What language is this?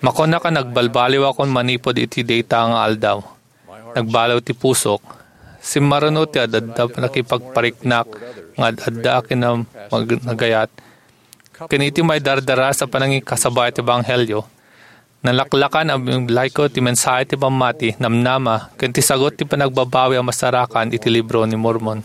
Iloko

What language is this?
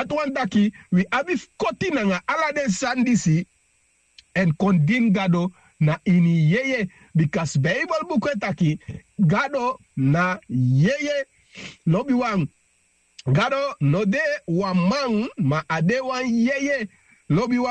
Sranan Tongo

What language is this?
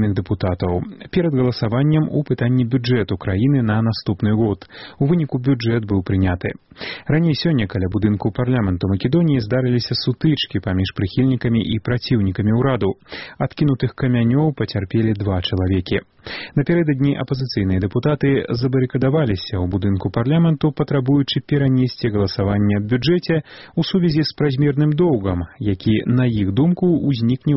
Belarusian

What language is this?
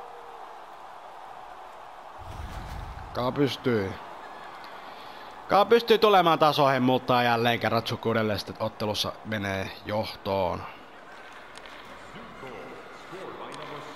Finnish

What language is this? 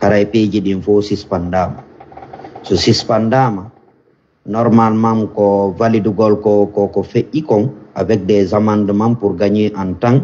Fula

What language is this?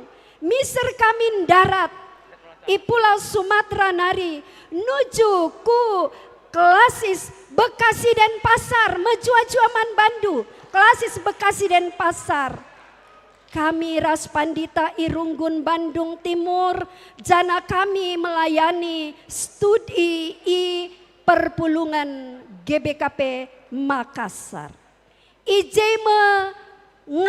Batak Karo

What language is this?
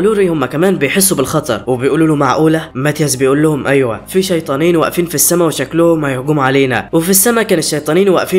Egyptian Arabic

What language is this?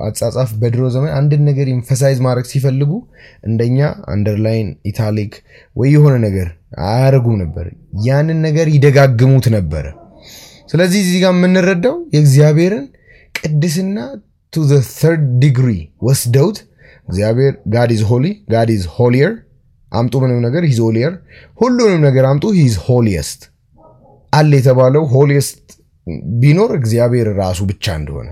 Amharic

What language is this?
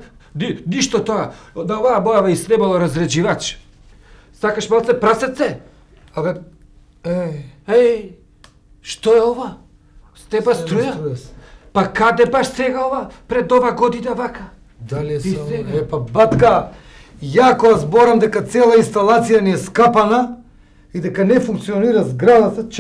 Macedonian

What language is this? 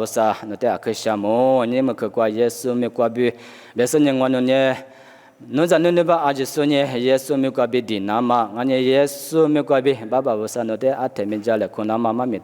Lisu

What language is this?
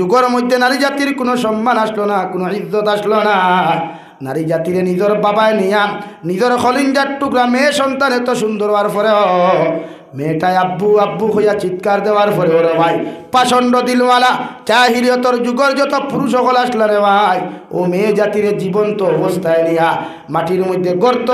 Sylheti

